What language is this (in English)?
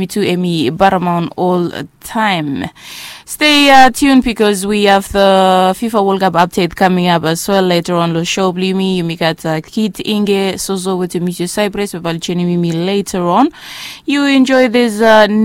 Bislama